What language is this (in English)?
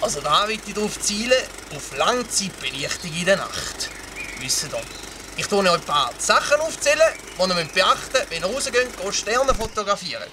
Swiss German